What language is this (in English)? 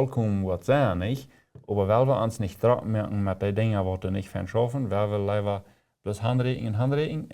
Plautdietsch